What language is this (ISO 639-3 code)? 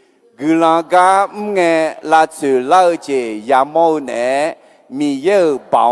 ahk